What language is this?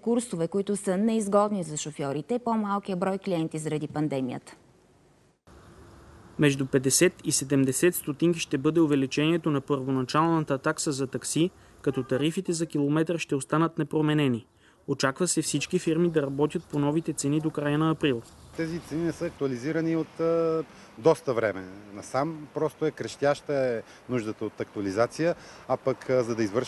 Bulgarian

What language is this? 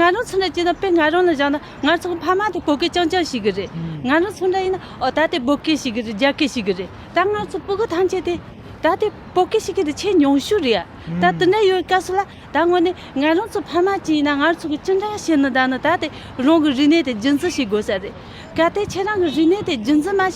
Tibetan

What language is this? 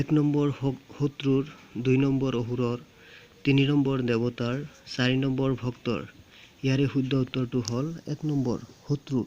Assamese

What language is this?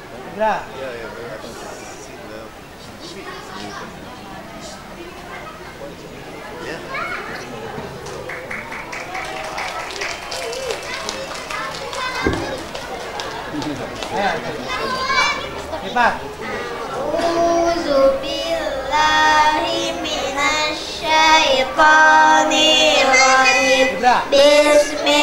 Indonesian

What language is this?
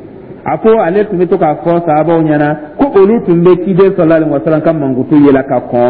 Dyula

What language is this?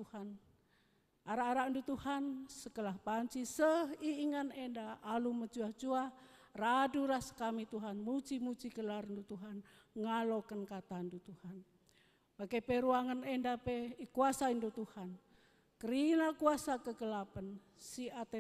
Batak Karo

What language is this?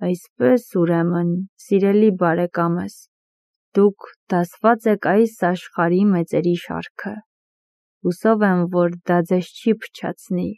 Armenian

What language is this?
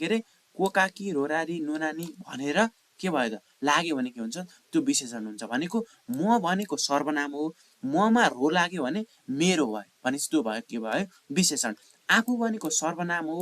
Nepali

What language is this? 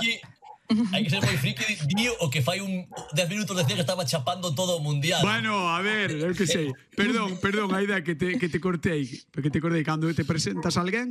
Galician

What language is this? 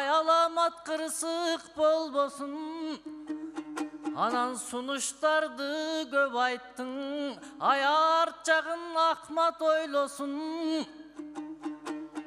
Kyrgyz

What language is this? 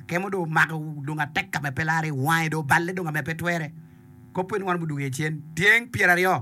Acoli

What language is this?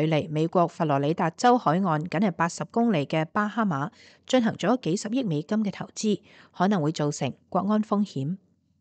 Cantonese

